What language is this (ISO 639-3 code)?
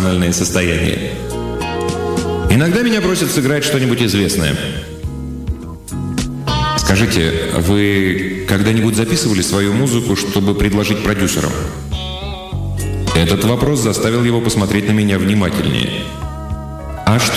rus